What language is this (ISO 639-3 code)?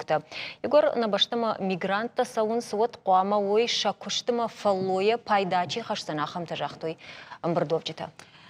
oss